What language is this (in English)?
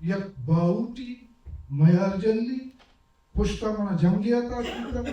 Baluchi